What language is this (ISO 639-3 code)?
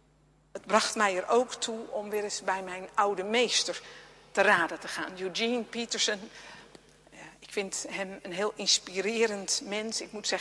nld